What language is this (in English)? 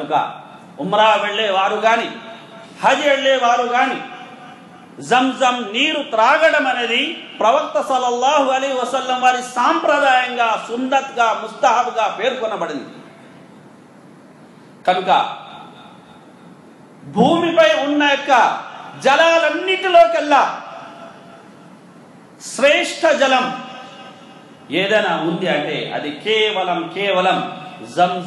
Telugu